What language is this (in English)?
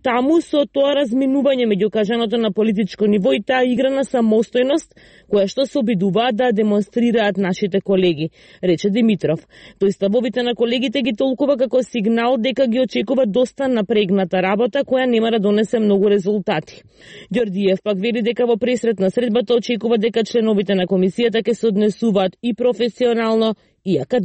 Macedonian